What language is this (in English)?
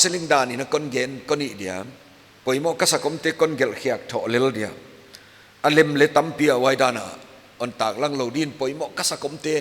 Paite Chin